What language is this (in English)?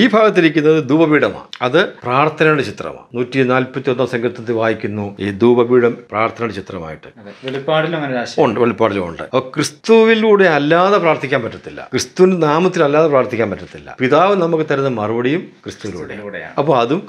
Malayalam